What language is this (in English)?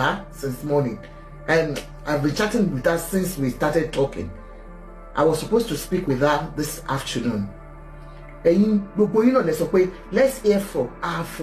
Yoruba